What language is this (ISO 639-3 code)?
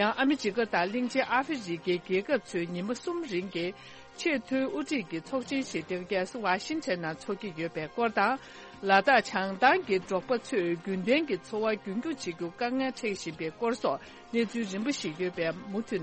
bod